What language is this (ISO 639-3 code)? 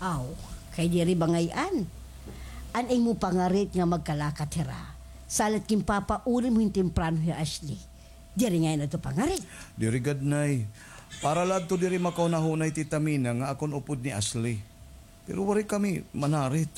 war